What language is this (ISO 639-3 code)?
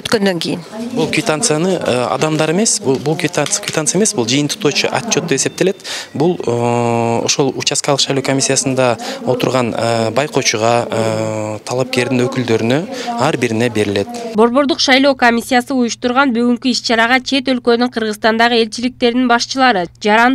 kir